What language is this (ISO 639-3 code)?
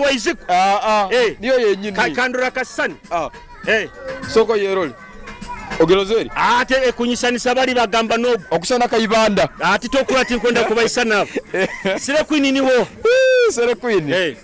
nyo